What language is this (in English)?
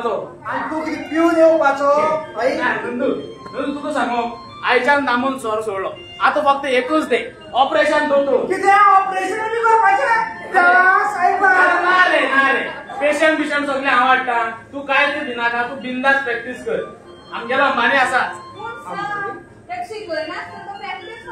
Konkani